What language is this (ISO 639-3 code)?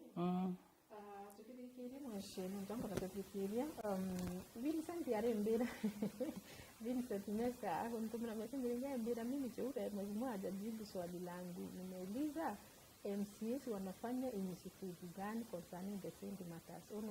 mer